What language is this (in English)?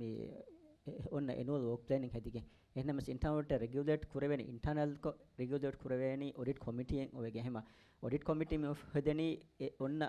Divehi